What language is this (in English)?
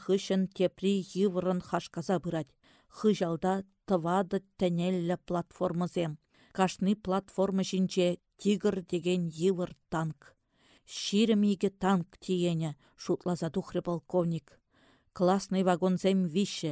Chuvash